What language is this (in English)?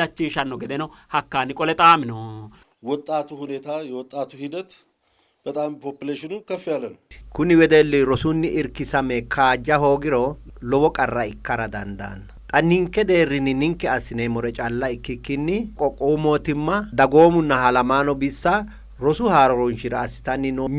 Sidamo